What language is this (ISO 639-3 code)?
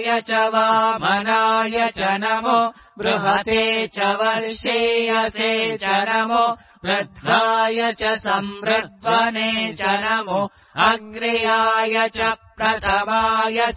san